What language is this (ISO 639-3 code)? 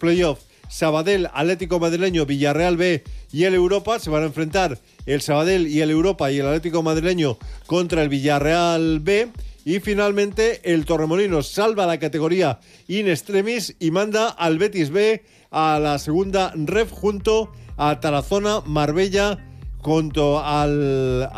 spa